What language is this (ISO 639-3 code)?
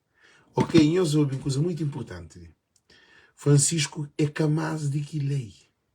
kea